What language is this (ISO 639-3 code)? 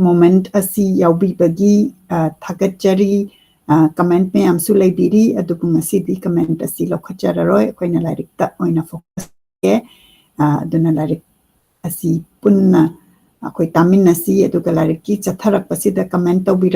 mni